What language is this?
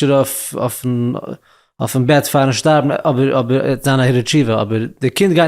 Yiddish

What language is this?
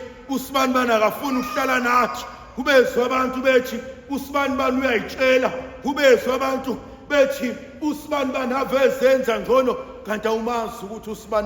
Zulu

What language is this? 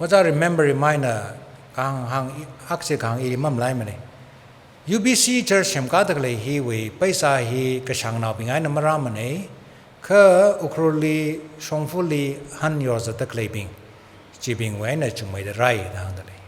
Tangkhul Naga (India)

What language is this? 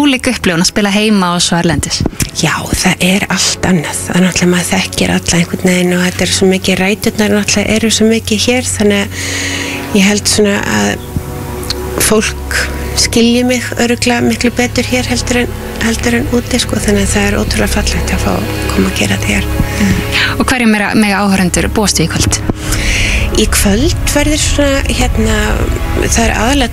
Icelandic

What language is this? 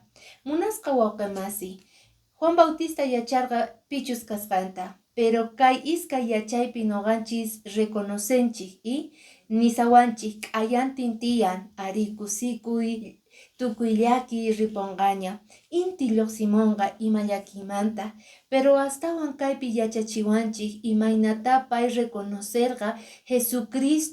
Quechua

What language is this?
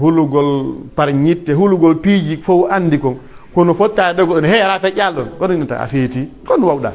Pular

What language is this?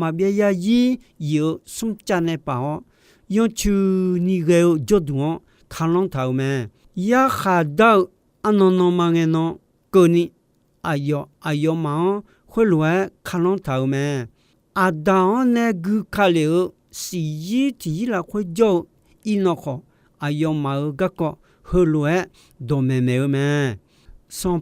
Akha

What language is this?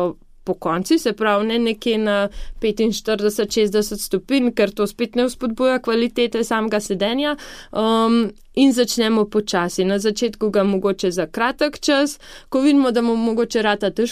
Slovenian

